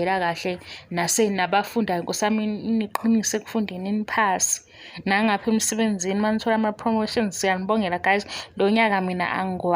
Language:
Zulu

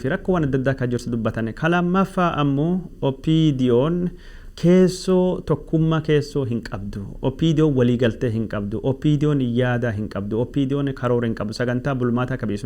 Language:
Oromo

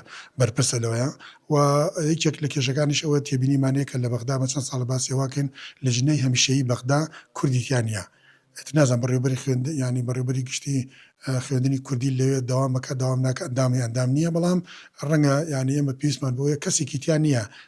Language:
Central Kurdish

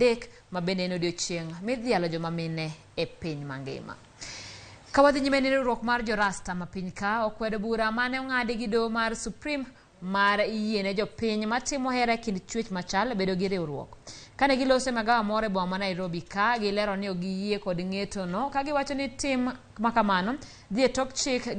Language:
Luo (Kenya and Tanzania)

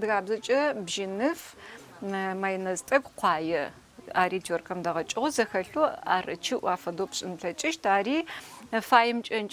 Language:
Adyghe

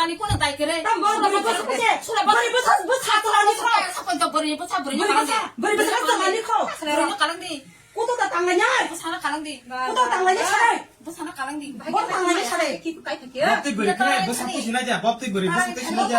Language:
Kok Borok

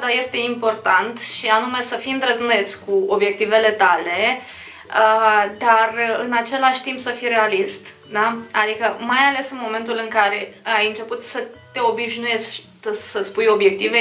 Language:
Romanian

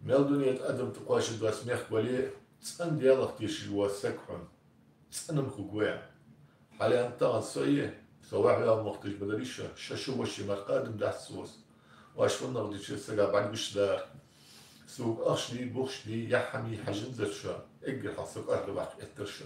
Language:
Ingush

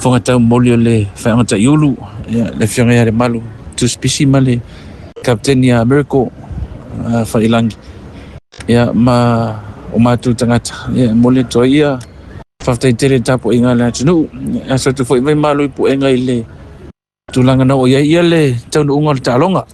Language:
Samoan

